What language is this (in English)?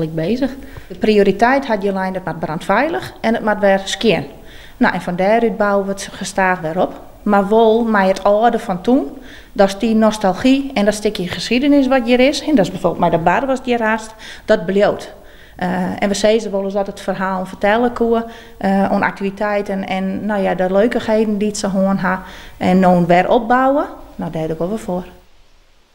Western Frisian